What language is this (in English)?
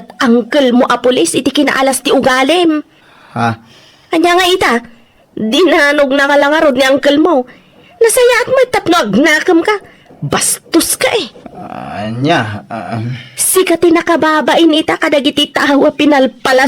Iloko